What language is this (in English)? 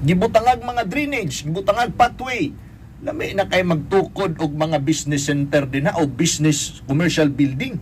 Cebuano